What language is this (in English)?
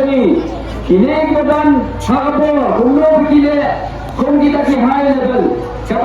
Khasi